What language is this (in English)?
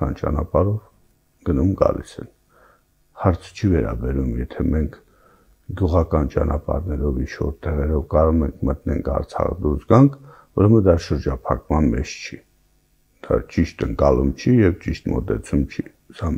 Armenian